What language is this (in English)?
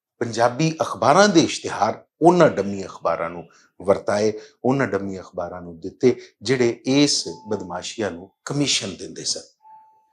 Western Panjabi